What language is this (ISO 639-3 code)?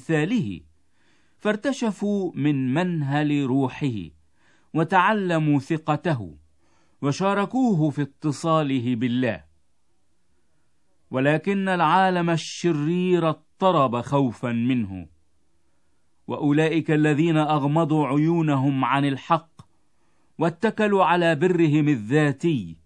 ara